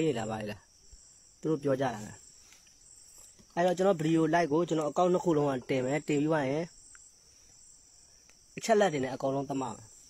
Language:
Burmese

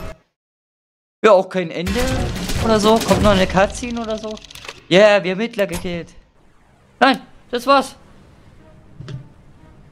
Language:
German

